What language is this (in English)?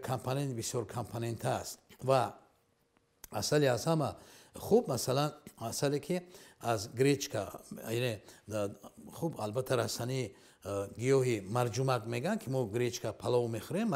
Tajik